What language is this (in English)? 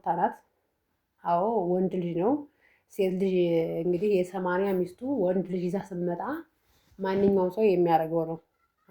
Amharic